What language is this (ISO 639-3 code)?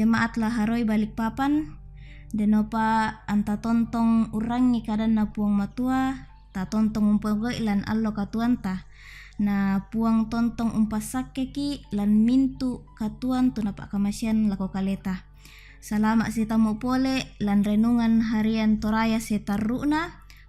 sda